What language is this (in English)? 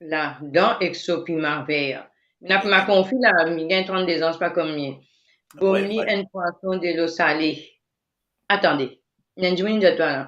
Morisyen